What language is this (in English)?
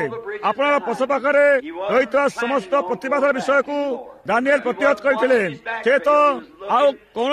Odia